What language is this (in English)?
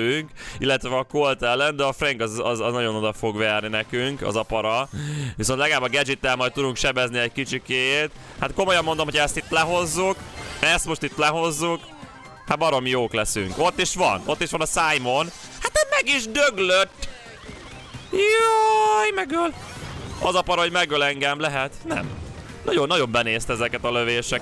Hungarian